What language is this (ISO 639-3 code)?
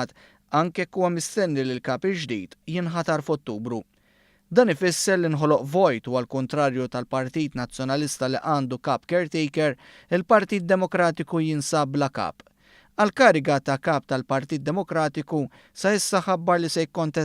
mlt